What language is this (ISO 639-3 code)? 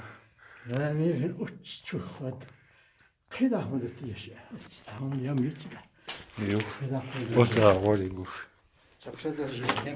che